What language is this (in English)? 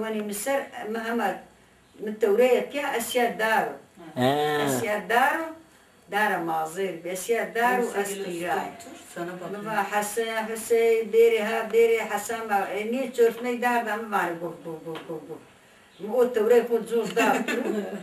Zaza